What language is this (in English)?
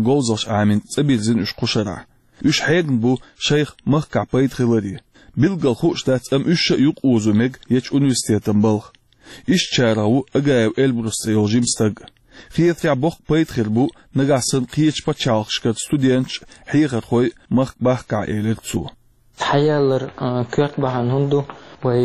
Chechen